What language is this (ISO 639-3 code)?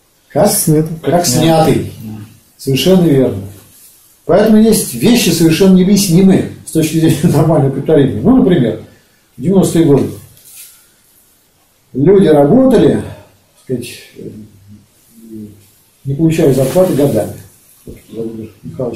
rus